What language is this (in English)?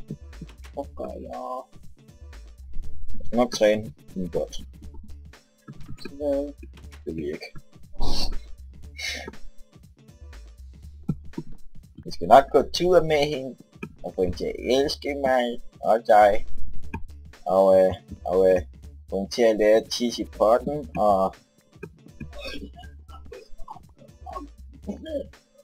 Danish